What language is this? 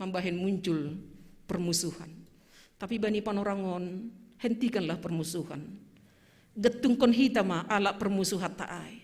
Batak Simalungun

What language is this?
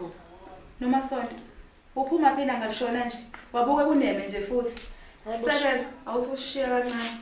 Zulu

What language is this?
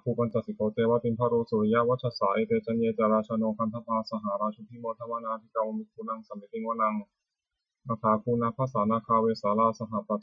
Pali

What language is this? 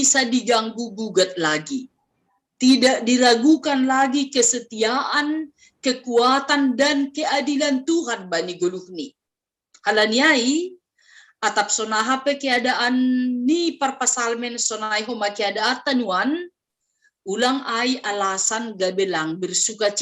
Batak Simalungun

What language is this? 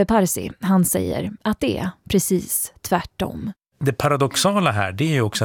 Swedish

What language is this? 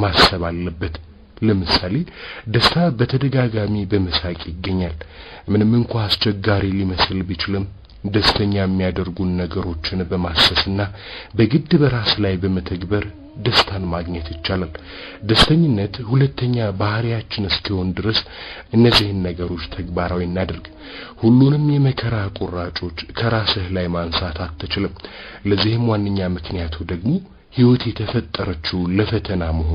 Amharic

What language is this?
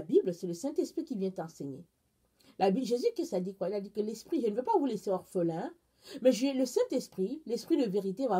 French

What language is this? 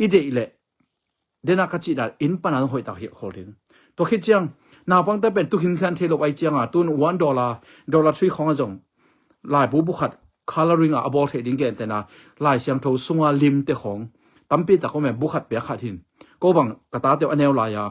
Tedim Chin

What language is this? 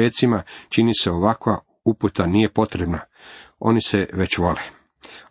Croatian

